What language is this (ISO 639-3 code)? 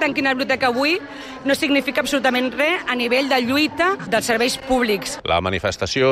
cat